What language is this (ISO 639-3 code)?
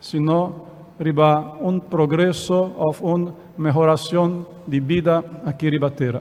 pap